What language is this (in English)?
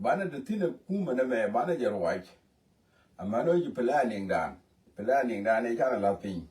Nuer